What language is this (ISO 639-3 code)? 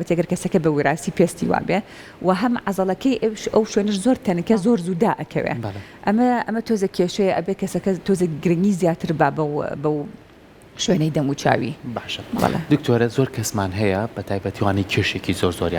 ckb